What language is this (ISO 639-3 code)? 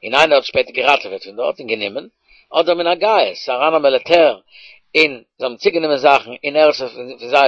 yid